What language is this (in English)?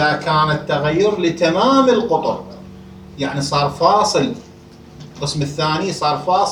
Mesopotamian Arabic